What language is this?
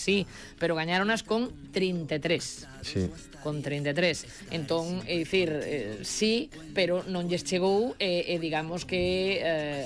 Galician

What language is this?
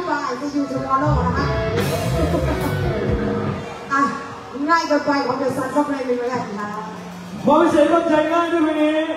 Thai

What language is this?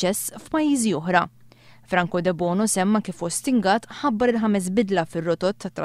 Maltese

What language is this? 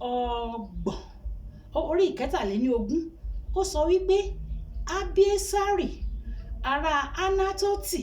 Yoruba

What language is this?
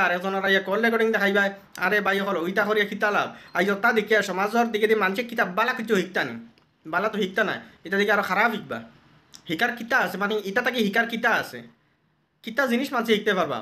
Sylheti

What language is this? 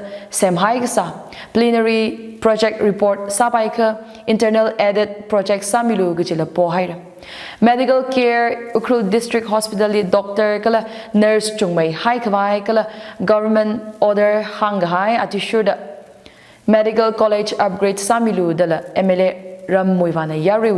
Tangkhul Naga (India)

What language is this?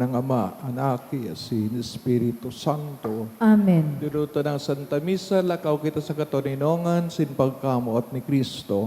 Bikol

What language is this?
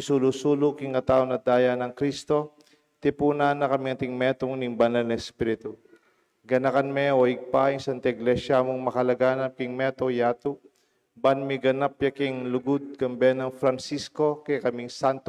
Pampanga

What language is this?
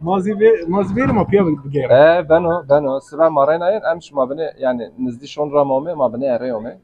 Zaza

